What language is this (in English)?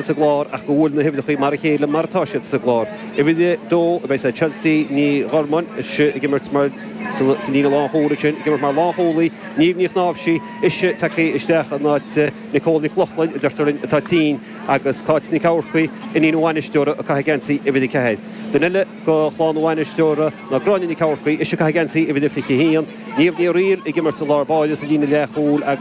Irish